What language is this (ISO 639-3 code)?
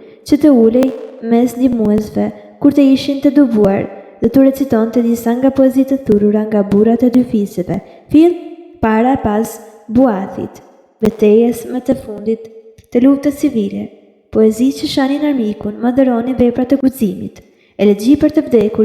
sqi